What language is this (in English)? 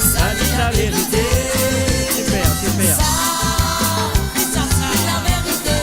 Morisyen